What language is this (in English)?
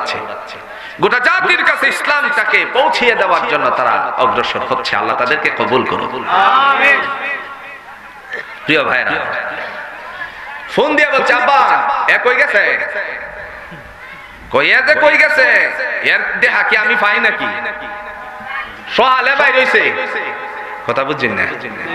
Bangla